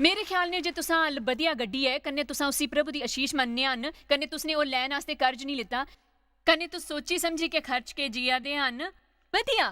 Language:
Dogri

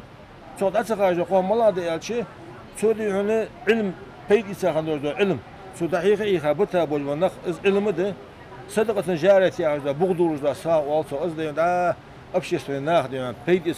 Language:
Ingush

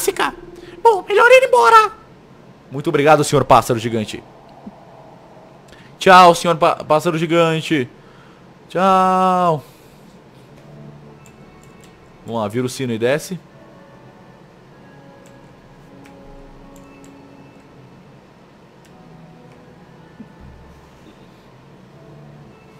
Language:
Portuguese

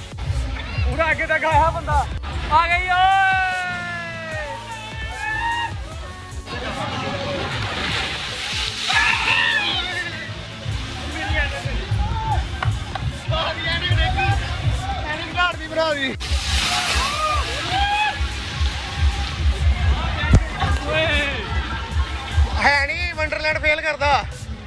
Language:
Punjabi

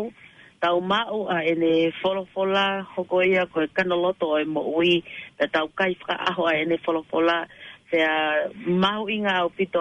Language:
Tongan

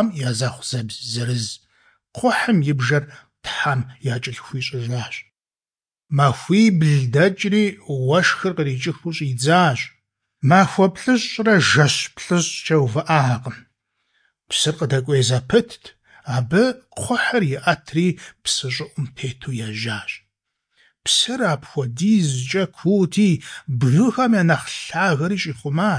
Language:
Kabardian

